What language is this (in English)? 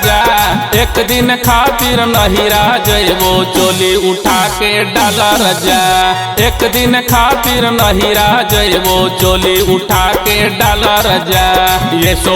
Magahi